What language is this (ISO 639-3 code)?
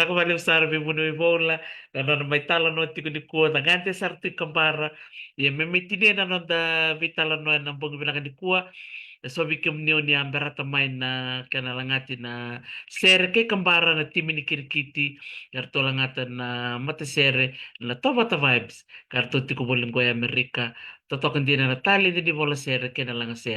fij